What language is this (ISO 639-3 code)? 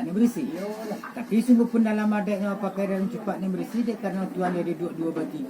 min